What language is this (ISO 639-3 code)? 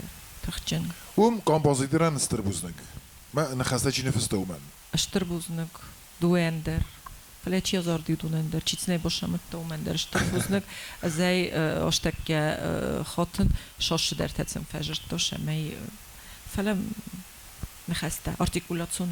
oss